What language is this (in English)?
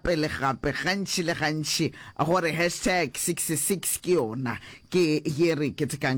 Northern Sotho